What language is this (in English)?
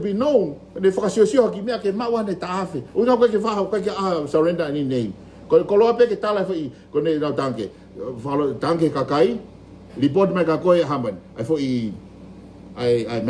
Tongan